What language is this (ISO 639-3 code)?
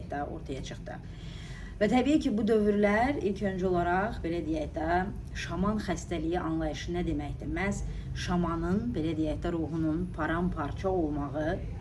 aze